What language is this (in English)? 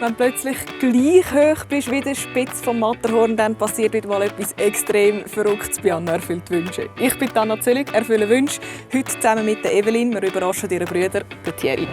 Swiss German